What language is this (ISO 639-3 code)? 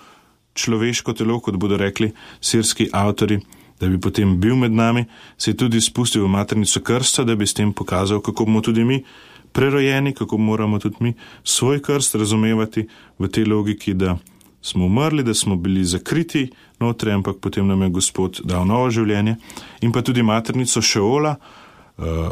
slv